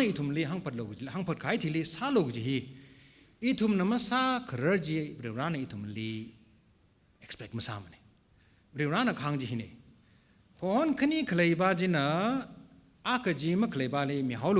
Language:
Tangkhul Naga (India)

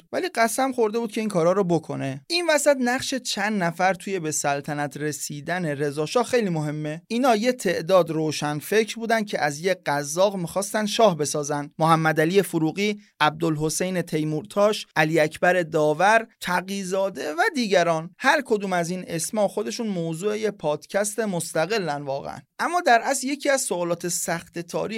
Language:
Persian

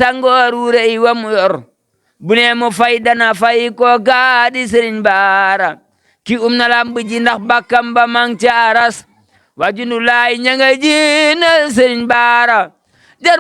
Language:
Wolof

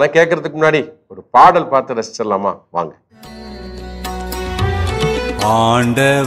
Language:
Tamil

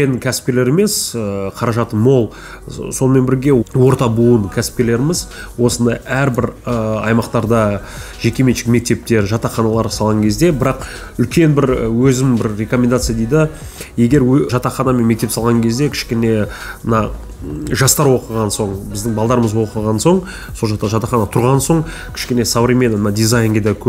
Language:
Kazakh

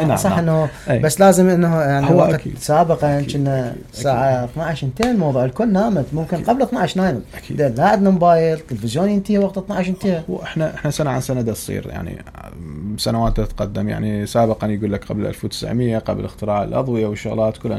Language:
Mesopotamian Arabic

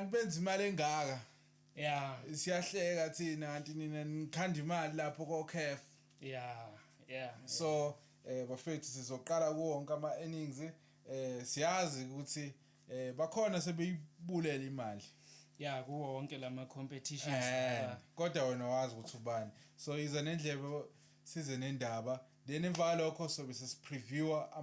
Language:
Zulu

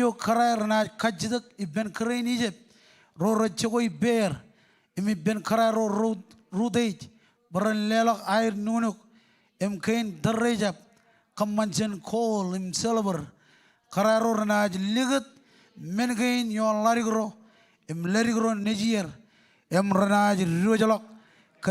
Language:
Marshallese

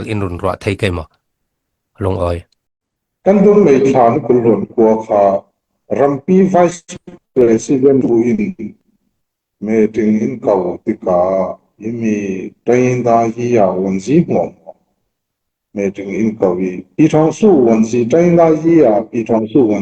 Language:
Falam Chin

